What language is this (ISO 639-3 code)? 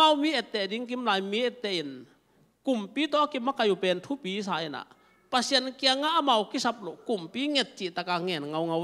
ctd